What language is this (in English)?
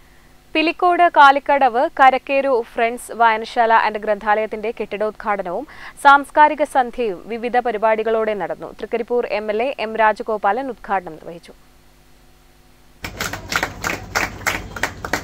Malayalam